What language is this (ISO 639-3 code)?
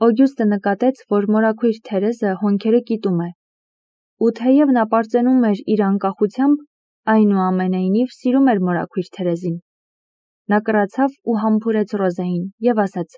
hye